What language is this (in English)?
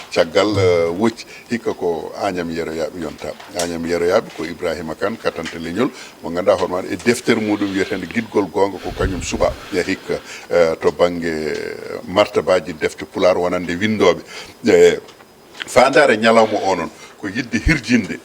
Fula